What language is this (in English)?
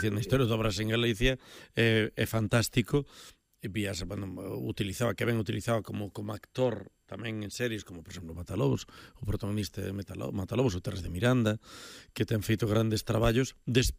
Galician